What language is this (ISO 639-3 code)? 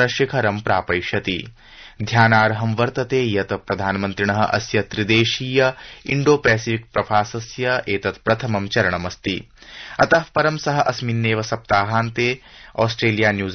san